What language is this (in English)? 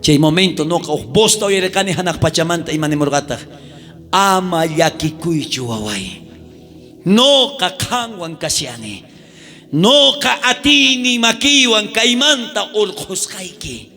South Bolivian Quechua